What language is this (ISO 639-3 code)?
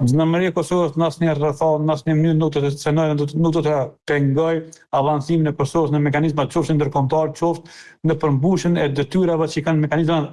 sqi